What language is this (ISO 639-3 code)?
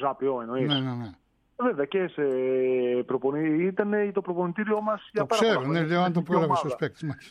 ell